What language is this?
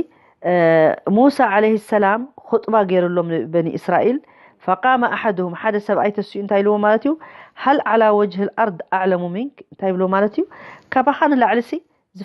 Tigrinya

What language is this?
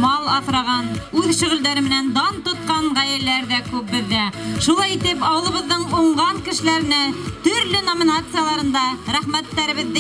Bashkir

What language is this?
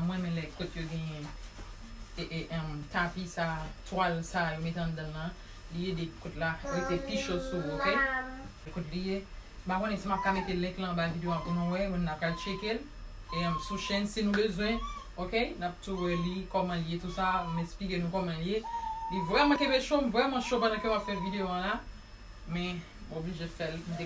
Haitian Creole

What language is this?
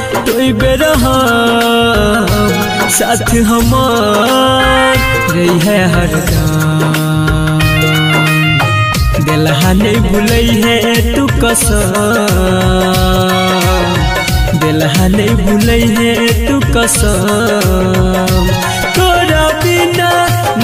Maithili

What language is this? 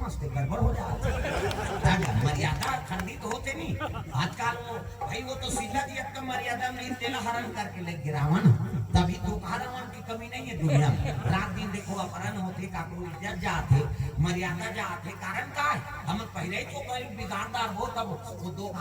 Chhattisgarhi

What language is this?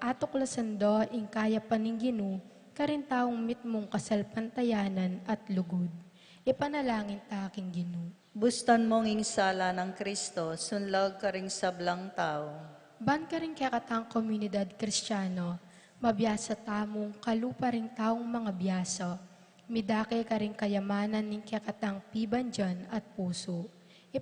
Pampanga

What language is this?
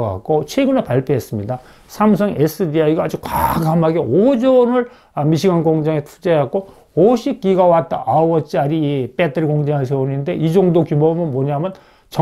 Korean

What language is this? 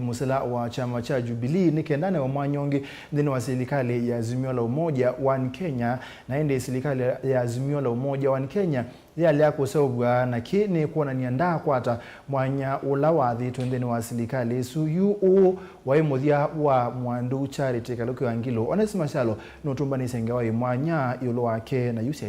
Kamba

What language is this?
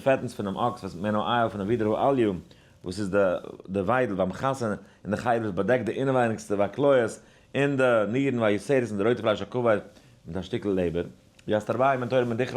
Yiddish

